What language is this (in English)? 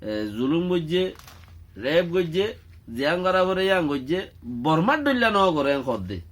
Rohingya